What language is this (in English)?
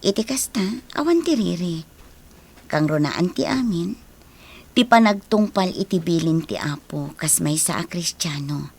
Iloko